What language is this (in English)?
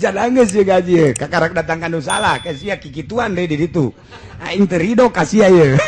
Sundanese